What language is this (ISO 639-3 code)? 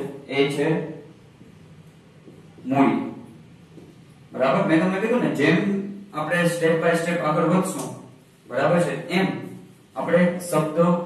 guj